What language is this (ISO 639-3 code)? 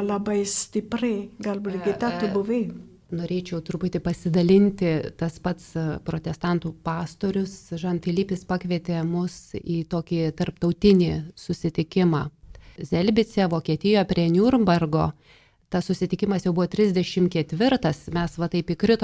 lit